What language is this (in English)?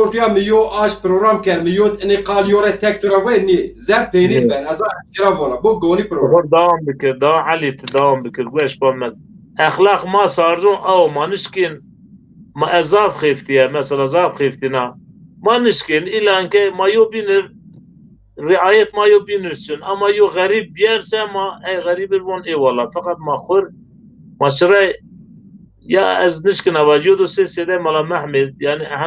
Zaza